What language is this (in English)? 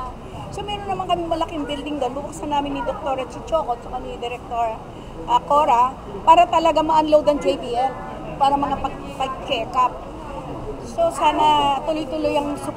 Filipino